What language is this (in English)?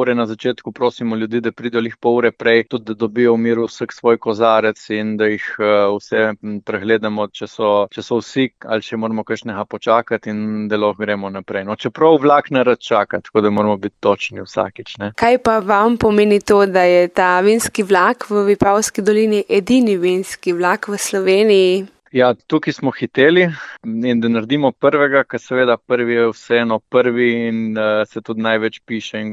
Slovenian